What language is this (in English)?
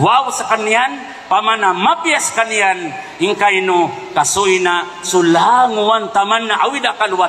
Maranao